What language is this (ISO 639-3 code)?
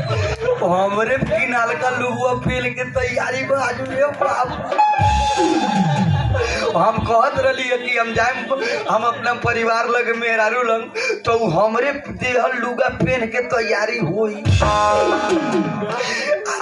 bho